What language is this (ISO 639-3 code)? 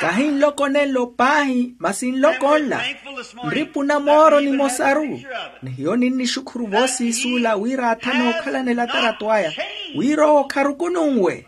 vmw